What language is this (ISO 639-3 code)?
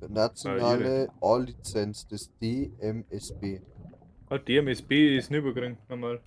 bar